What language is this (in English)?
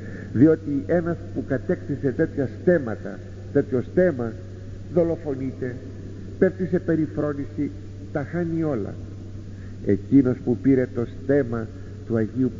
Greek